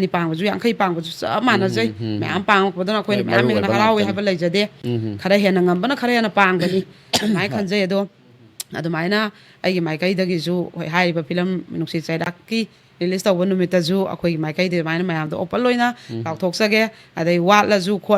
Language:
Manipuri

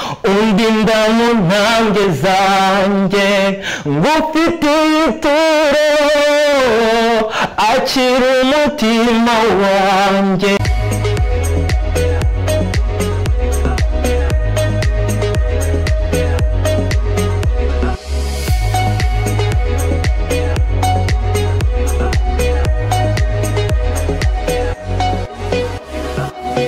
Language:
Kinyarwanda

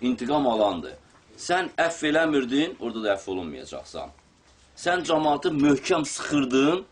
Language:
Azerbaijani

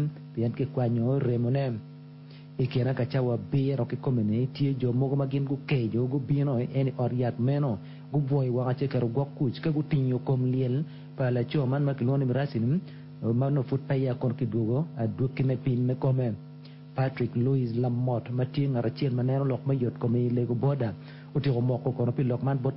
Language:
Acoli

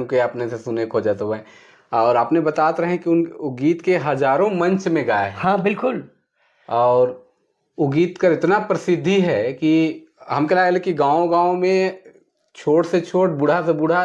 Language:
Sadri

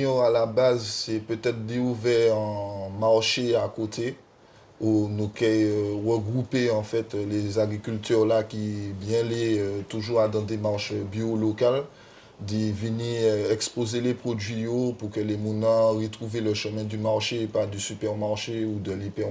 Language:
Guadeloupean Creole French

